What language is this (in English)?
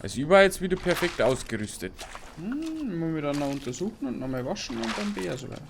Bavarian